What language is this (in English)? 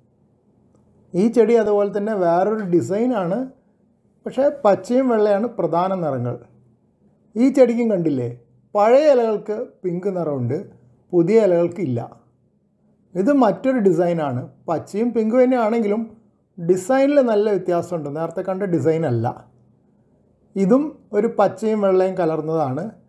Malayalam